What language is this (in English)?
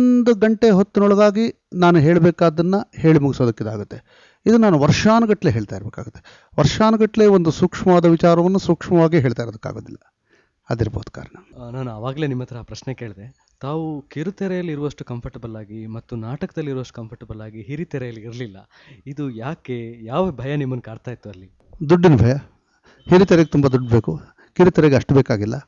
Kannada